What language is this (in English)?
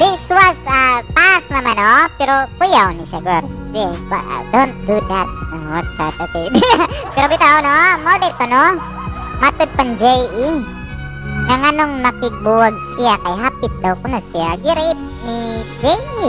Cebuano